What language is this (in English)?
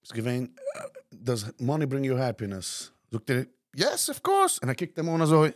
Yiddish